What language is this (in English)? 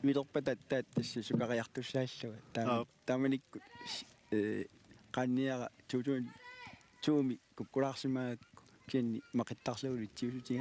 Kalaallisut